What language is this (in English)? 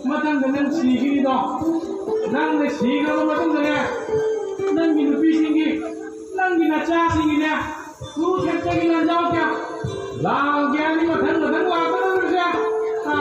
Manipuri